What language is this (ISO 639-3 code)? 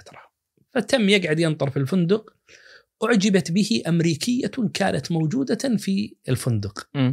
ars